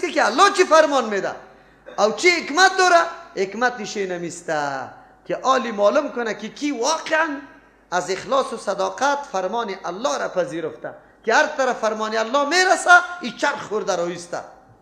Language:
Persian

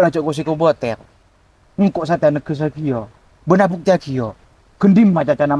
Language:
Madurese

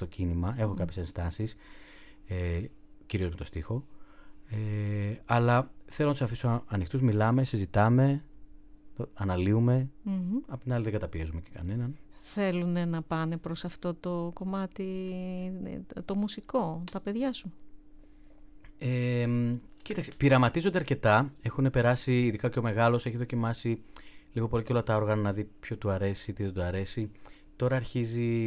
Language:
Greek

